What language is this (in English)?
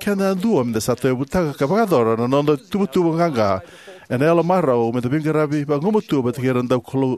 Fijian